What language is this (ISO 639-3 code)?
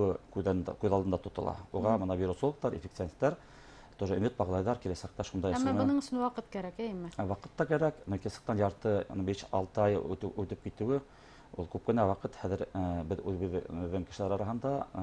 bak